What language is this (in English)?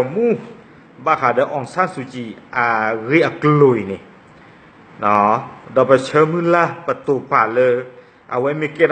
S'gaw Karen